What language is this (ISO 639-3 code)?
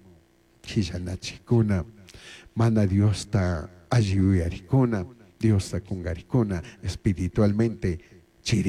qug